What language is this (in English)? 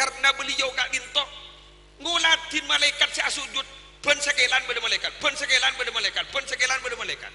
Madurese